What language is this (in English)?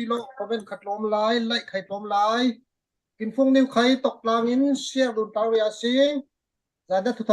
Falam Chin